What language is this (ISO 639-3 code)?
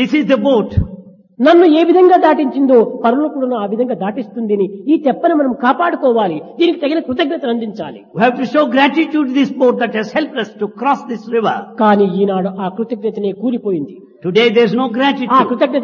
tel